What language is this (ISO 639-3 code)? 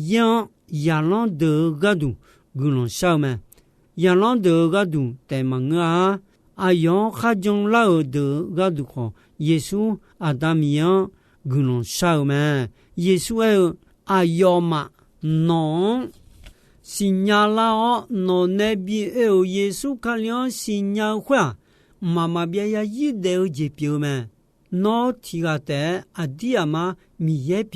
ahk